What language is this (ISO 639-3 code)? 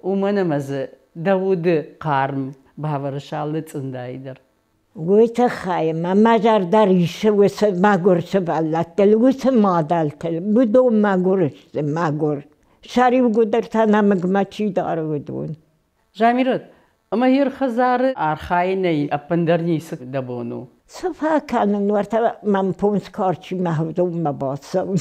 oss